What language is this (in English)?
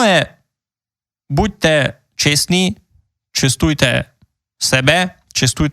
Rusyn